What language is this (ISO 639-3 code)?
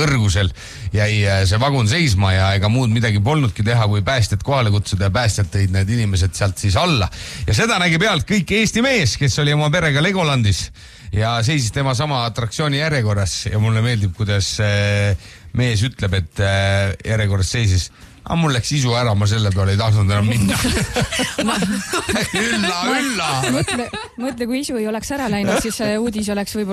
est